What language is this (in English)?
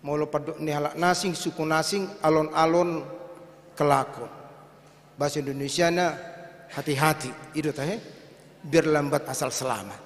Batak Toba